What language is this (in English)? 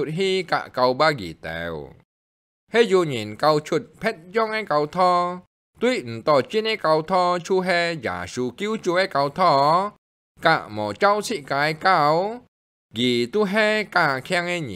Hakka Chinese